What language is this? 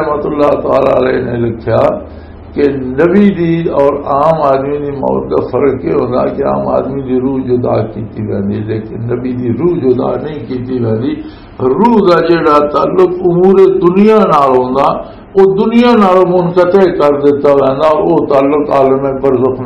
Western Panjabi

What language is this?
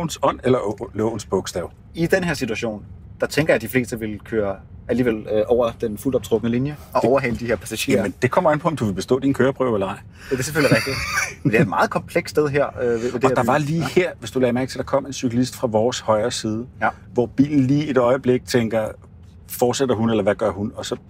Danish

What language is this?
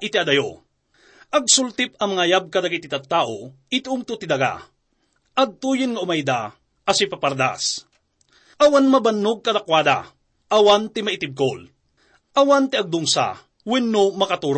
Iloko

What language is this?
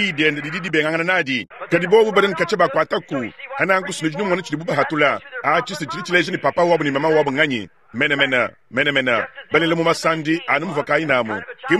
Luba-Lulua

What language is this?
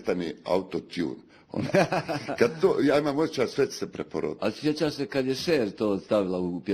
Bosnian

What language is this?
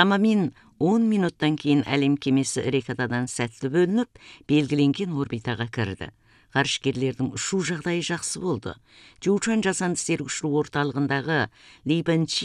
Kazakh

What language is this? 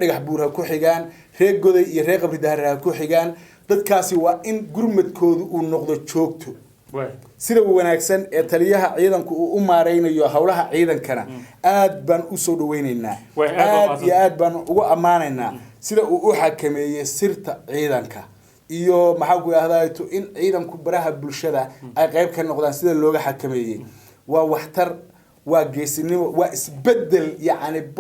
Somali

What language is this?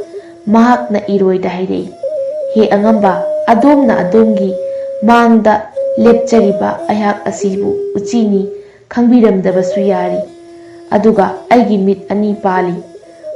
Manipuri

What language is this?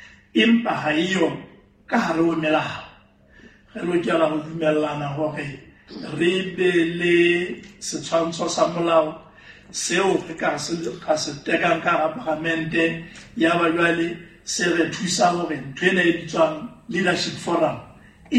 Southern Sotho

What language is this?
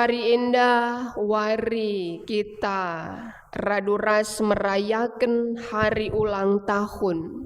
Batak Karo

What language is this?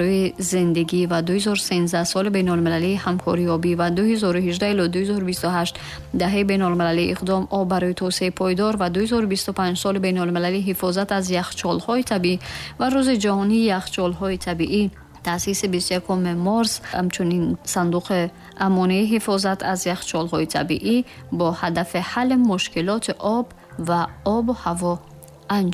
Tajik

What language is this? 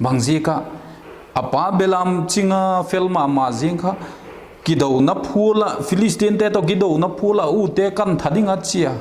Vaiphei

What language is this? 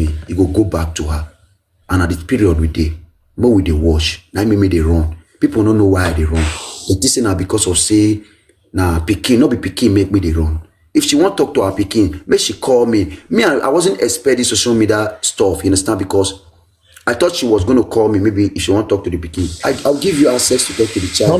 Nigerian Pidgin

